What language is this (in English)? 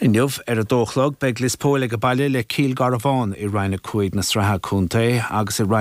Irish